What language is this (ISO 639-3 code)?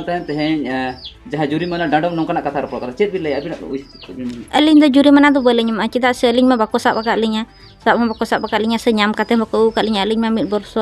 sat